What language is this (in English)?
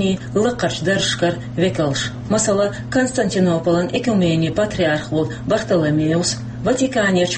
Chechen